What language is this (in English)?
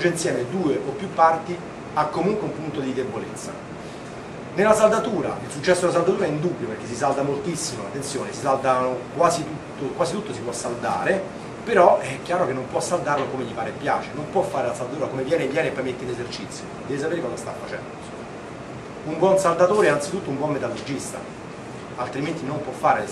Italian